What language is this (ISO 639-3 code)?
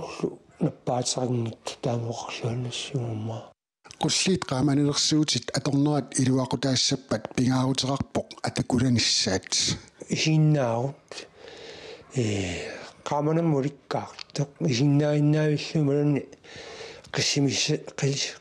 kal